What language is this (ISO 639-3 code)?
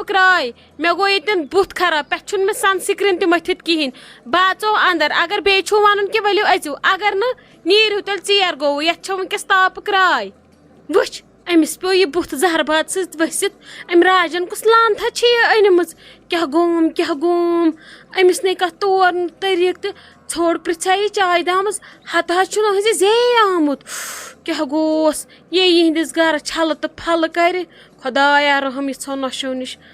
kas